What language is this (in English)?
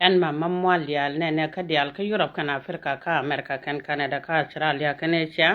Nuer